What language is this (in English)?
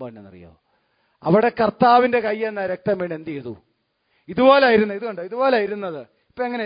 Malayalam